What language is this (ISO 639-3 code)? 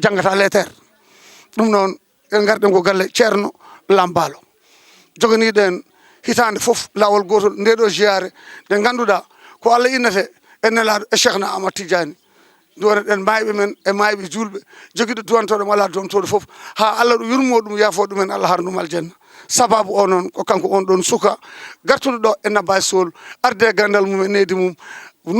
ful